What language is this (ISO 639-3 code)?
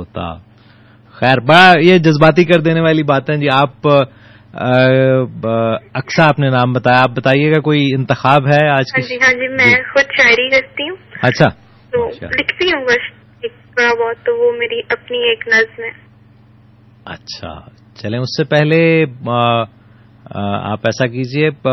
urd